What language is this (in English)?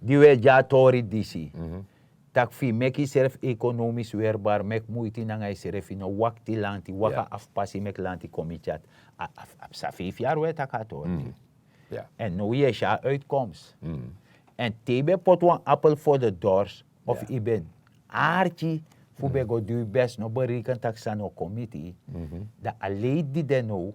Sranan Tongo